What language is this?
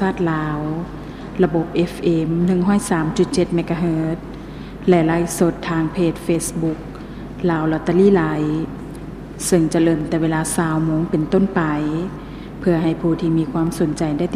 Lao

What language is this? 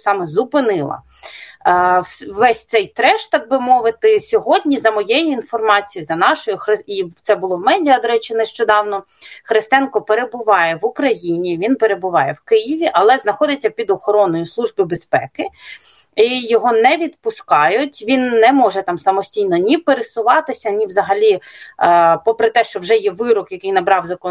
Ukrainian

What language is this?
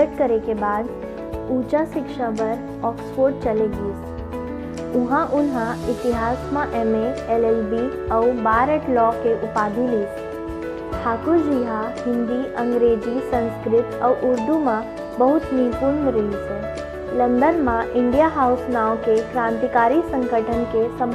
Chhattisgarhi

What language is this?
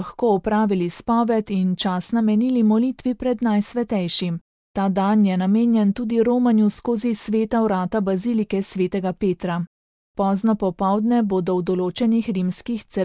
Slovenian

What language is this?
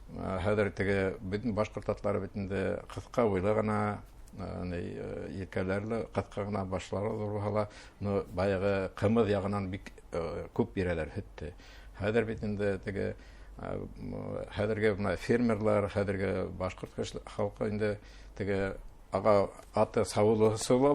Bashkir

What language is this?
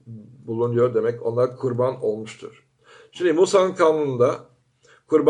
Turkish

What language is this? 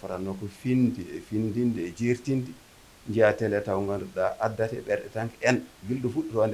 Fula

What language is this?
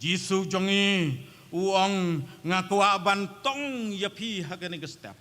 Khasi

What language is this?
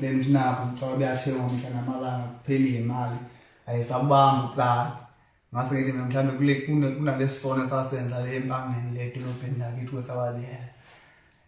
Zulu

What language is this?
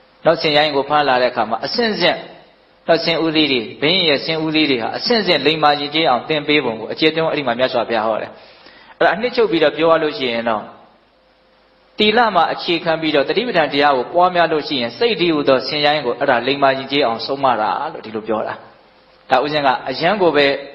Burmese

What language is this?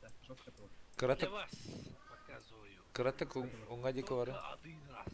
Yakut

